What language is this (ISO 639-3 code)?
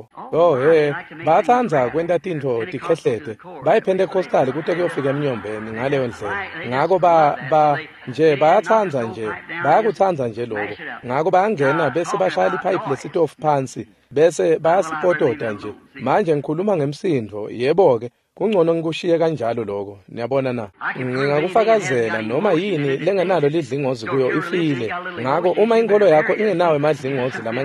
ssw